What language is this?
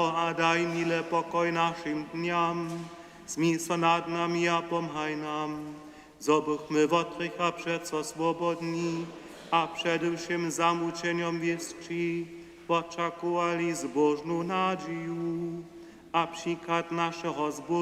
Upper Sorbian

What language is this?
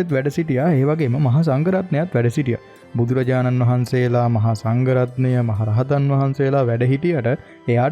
Sinhala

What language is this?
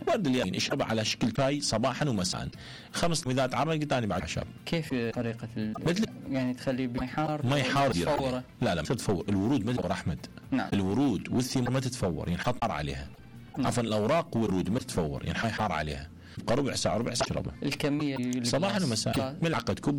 Mesopotamian Arabic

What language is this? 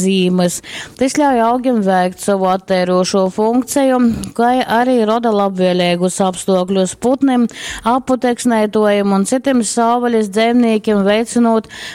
Latgalian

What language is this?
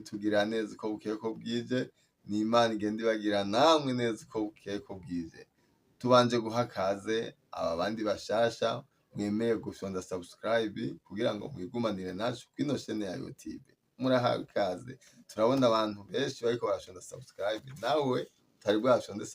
Rundi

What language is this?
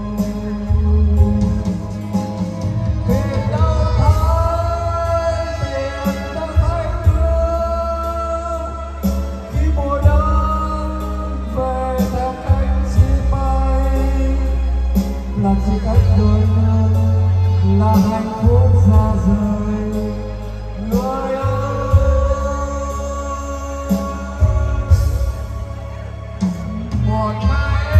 Vietnamese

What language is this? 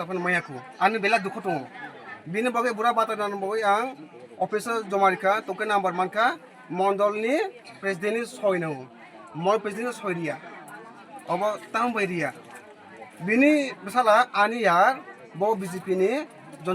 Kok Borok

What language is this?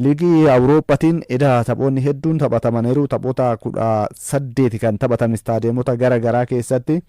Oromo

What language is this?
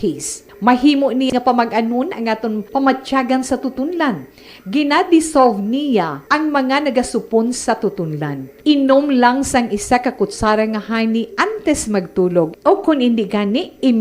Hiligaynon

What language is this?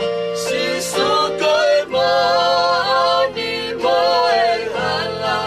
Tongan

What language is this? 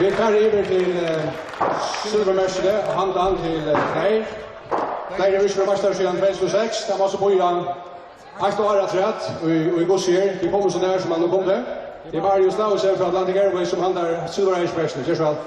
Faroese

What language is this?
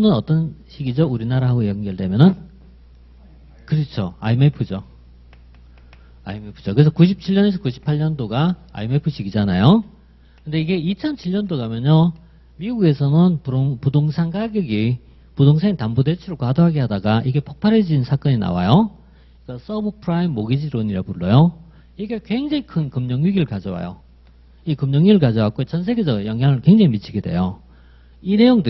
Korean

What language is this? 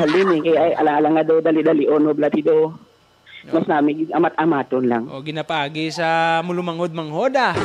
Hiligaynon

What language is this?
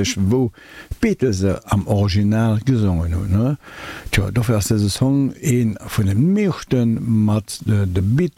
Luxembourgish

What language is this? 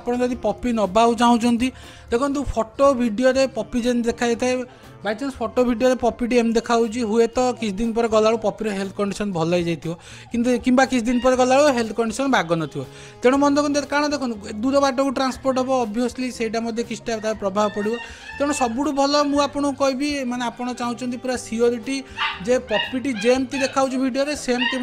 Odia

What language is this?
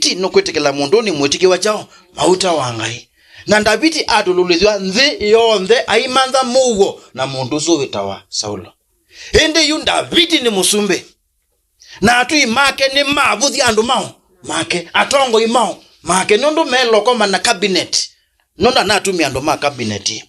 Kamba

